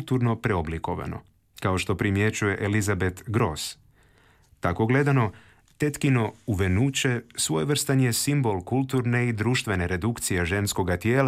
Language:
Croatian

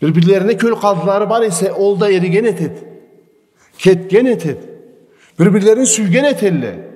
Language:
Karachay-Balkar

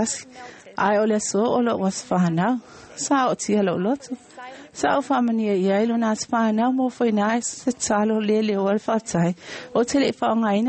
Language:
Samoan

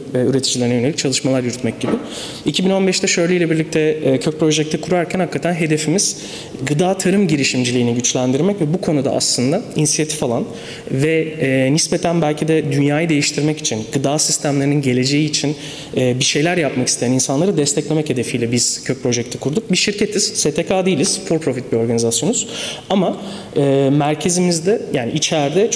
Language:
Turkish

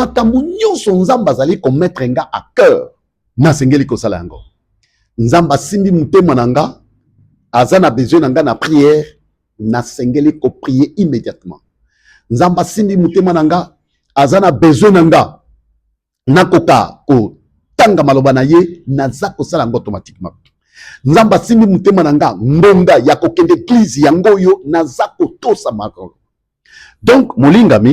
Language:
Lingala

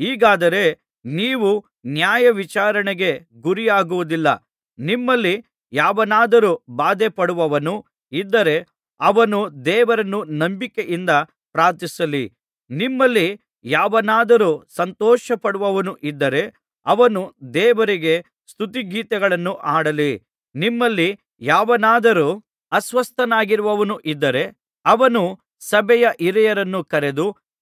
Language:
Kannada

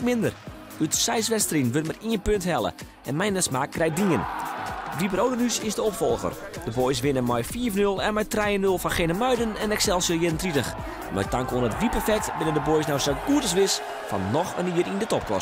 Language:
Western Frisian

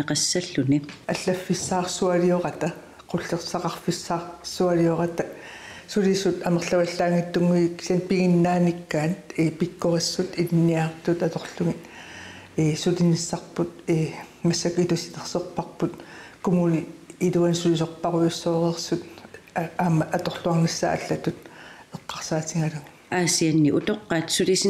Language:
Kalaallisut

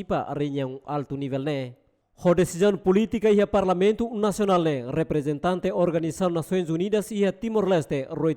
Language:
Tetum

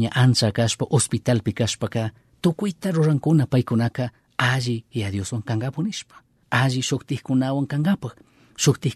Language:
Chimborazo Highland Quichua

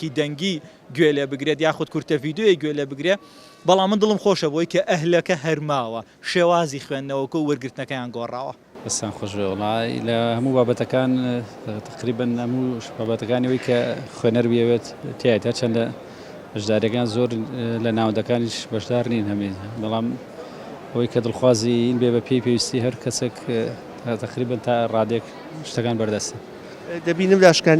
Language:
Central Kurdish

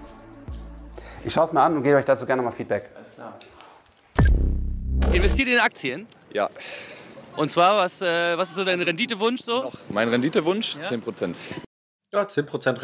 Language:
German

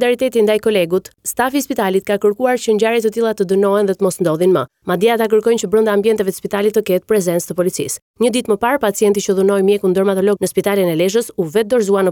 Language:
Albanian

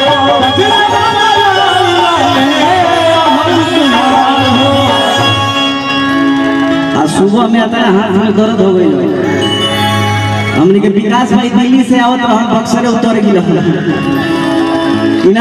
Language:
Bhojpuri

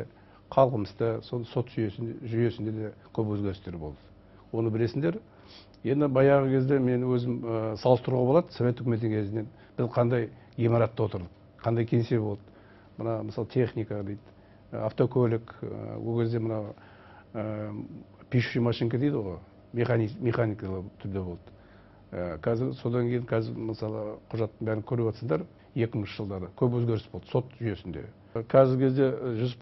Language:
Kazakh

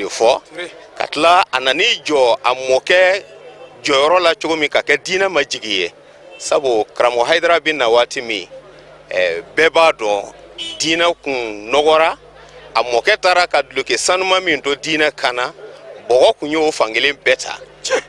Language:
Bambara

